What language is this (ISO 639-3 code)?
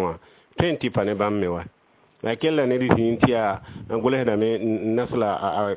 mos